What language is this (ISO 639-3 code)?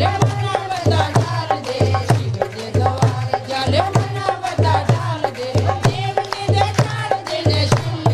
doi